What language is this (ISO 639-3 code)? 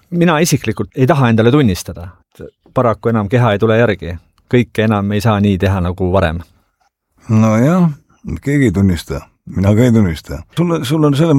est